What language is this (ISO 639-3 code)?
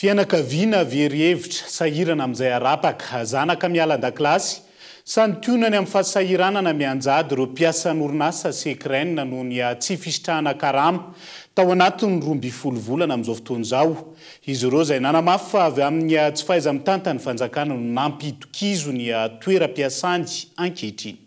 mlg